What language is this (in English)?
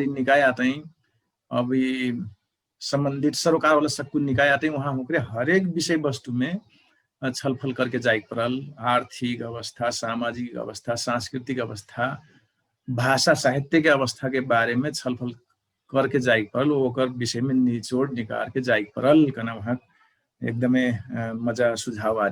Dangaura Tharu